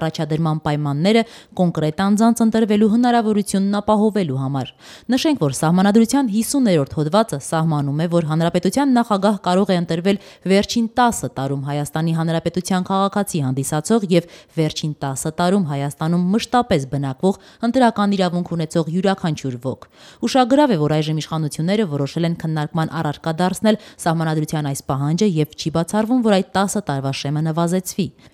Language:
Armenian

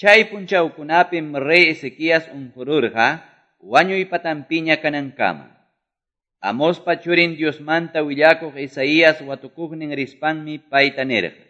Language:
Quechua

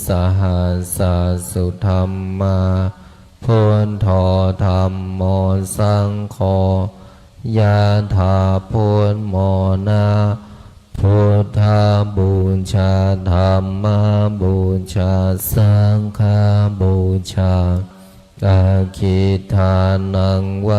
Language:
Pali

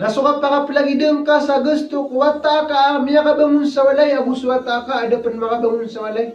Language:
Maranao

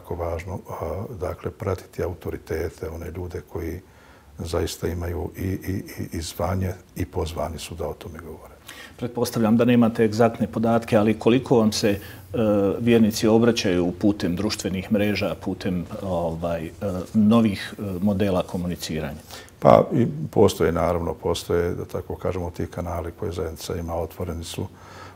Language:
Bosnian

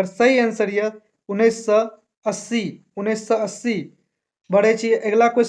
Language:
Maithili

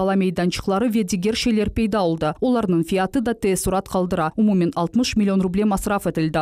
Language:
Crimean Tatar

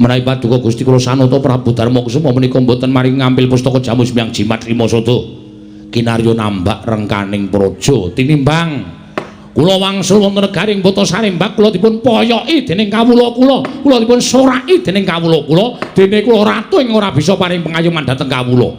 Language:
Javanese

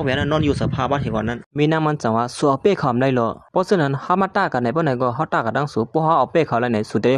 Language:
Shan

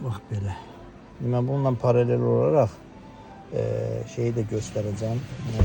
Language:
Azerbaijani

